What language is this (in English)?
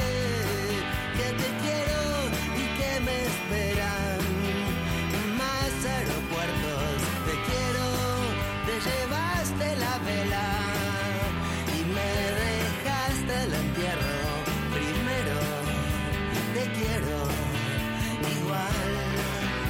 Spanish